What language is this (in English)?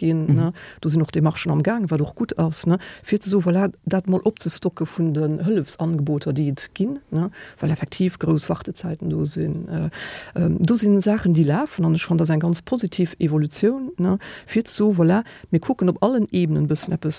Luxembourgish